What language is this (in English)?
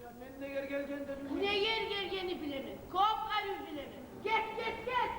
Kumyk